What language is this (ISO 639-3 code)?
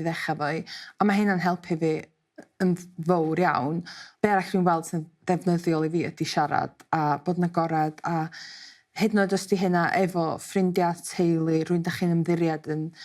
cym